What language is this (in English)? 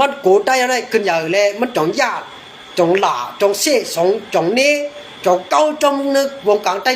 Shan